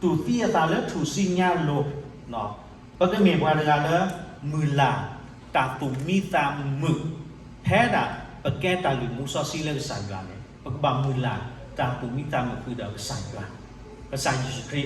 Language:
S'gaw Karen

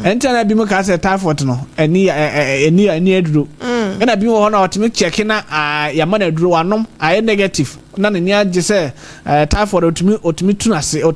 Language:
Akan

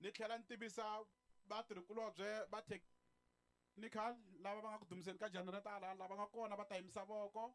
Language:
Tsonga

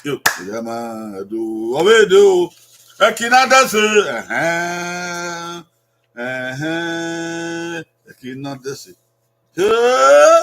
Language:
Bini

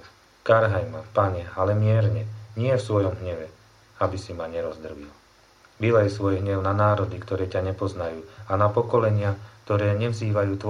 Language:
Slovak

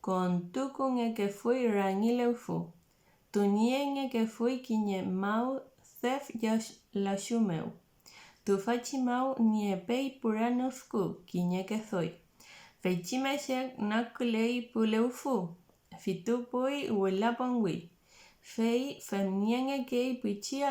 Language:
Mapuche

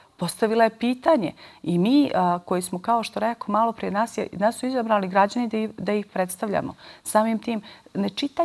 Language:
Bosnian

